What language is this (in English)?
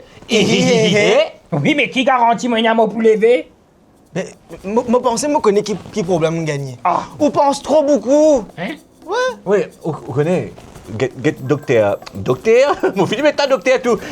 Morisyen